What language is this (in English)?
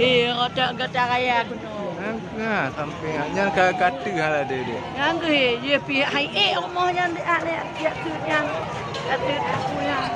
Achinese